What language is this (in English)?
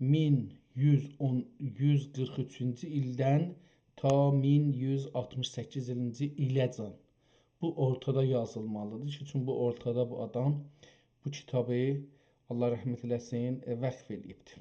South Azerbaijani